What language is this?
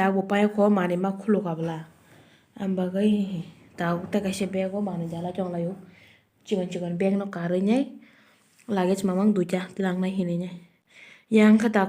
Kok Borok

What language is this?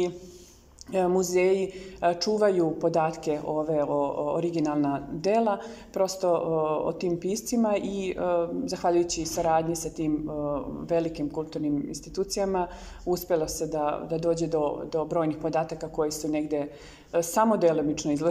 Serbian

